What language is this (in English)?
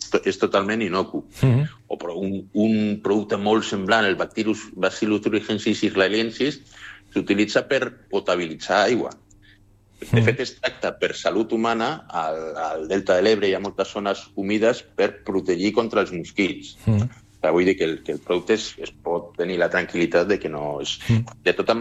Catalan